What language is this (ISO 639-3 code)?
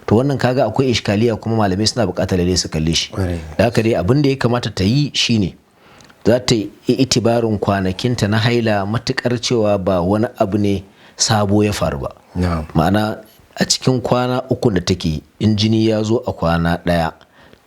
hau